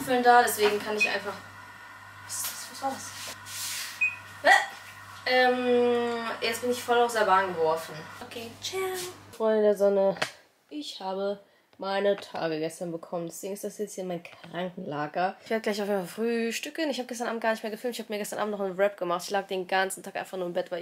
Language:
German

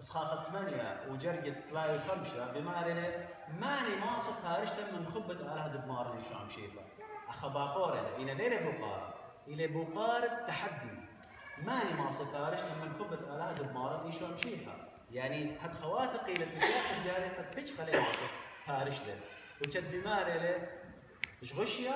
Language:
Assyrian Neo-Aramaic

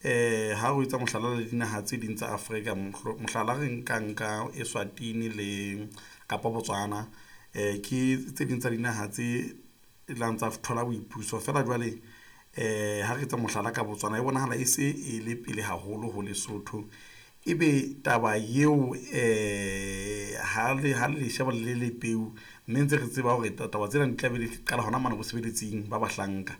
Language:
Southern Sotho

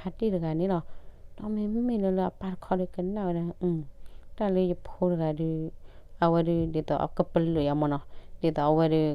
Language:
S'gaw Karen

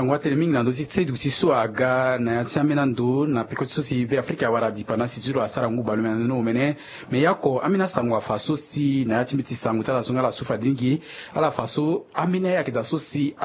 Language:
Sango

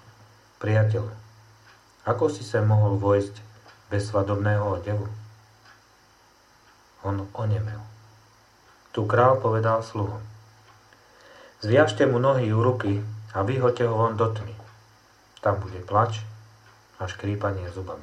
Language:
Slovak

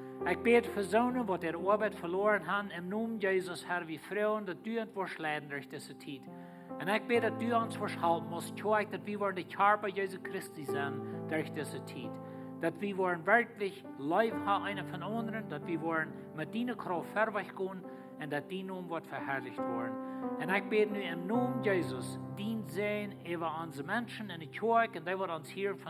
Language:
Plautdietsch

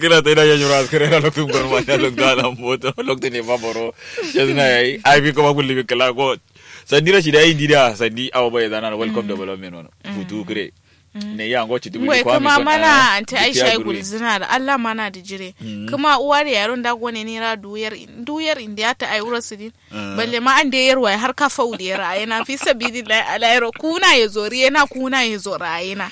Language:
Kanuri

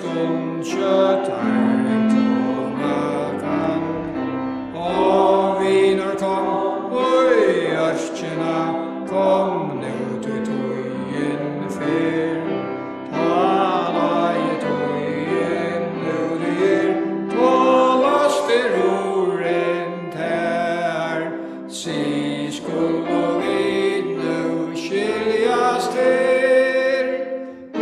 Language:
Faroese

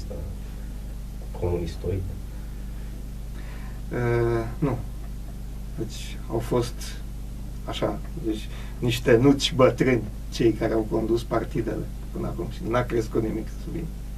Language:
Romanian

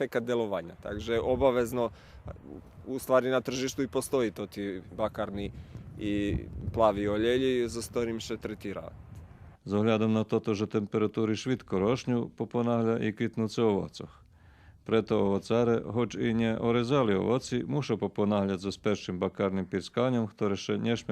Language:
Rusyn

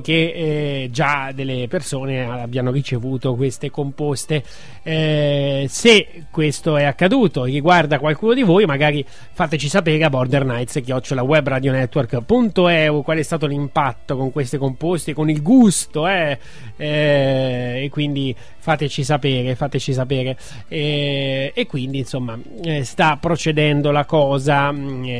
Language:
Italian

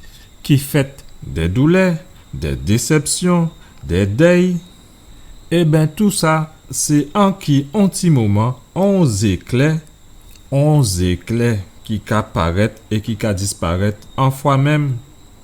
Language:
Guadeloupean Creole French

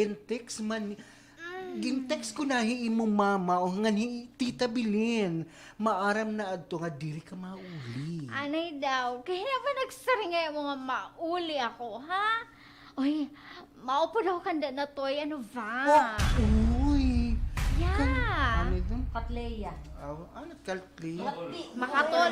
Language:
Waray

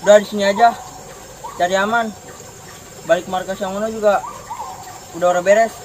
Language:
Betawi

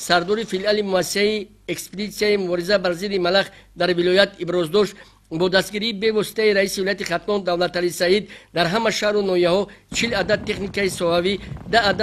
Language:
Tajik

